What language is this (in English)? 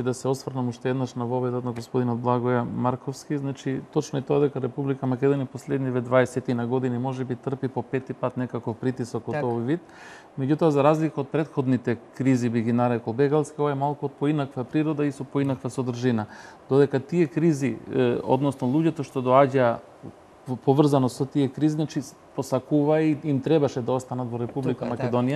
Macedonian